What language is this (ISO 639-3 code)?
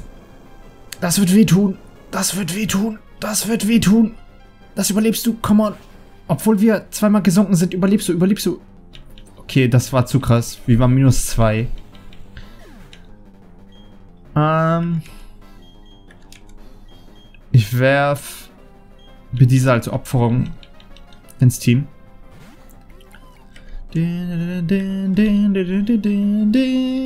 deu